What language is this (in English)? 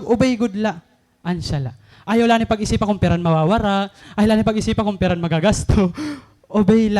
Waray